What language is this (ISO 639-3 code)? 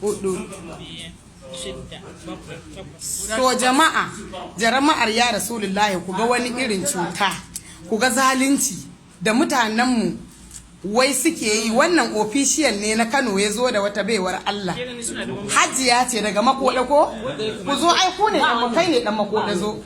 hau